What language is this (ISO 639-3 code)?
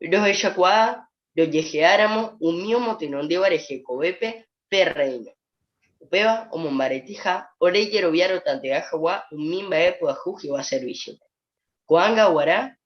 grn